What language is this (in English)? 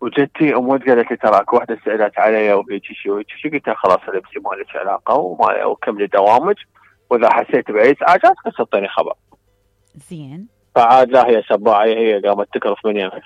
Mesopotamian Arabic